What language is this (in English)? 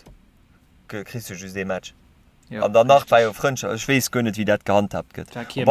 Luxembourgish